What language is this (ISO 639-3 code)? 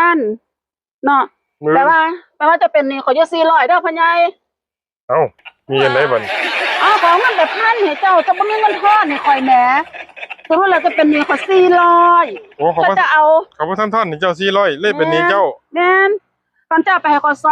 tts